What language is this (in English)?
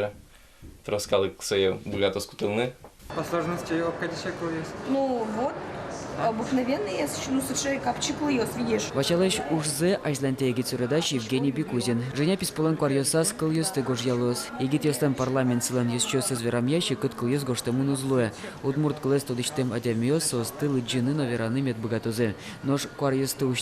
Udmurt